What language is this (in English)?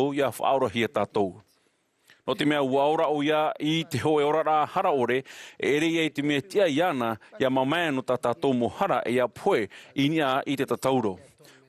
Tahitian